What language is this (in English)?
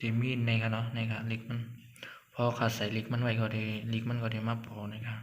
Shan